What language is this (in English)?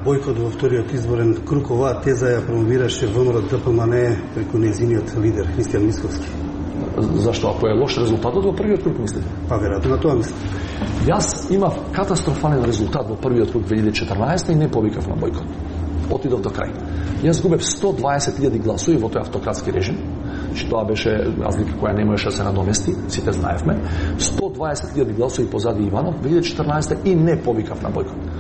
Macedonian